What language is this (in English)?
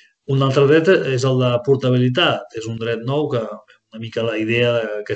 Catalan